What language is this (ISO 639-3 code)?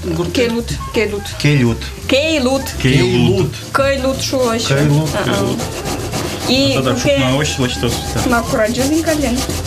udm